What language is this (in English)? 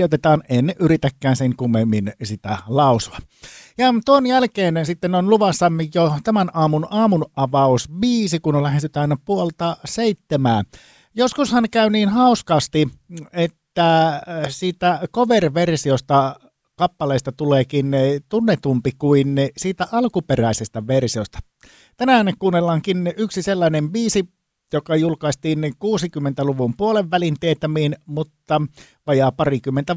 Finnish